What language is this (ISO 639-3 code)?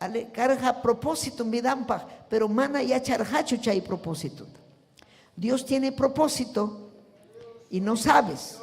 quy